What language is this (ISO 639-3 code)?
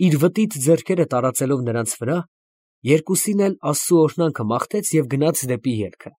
hye